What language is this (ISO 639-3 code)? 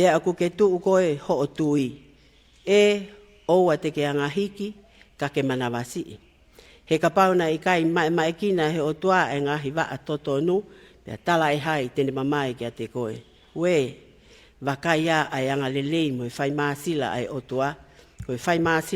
ton